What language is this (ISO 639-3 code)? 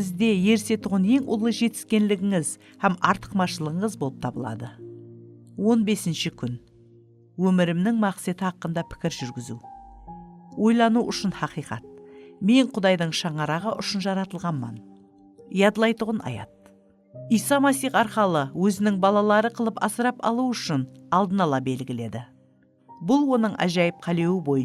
kaa